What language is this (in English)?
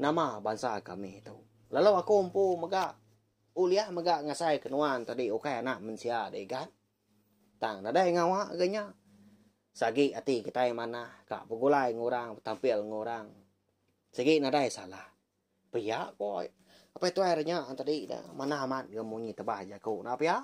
Iban